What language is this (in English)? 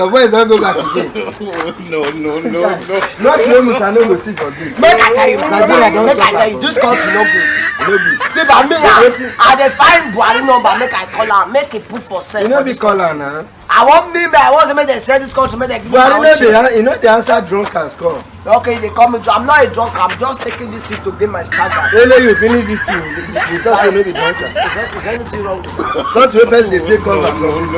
Nigerian Pidgin